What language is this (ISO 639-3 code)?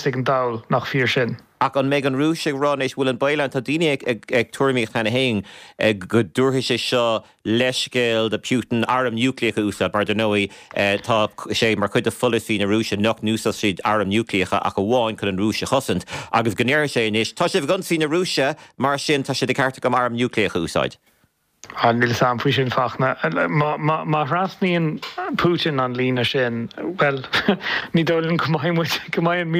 gle